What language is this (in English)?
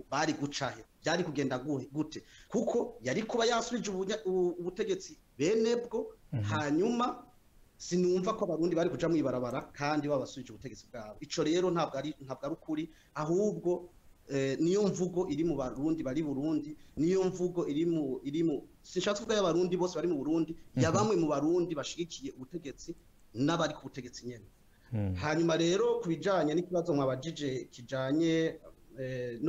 Rundi